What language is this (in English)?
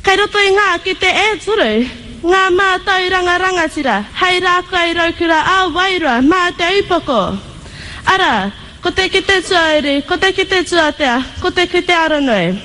Māori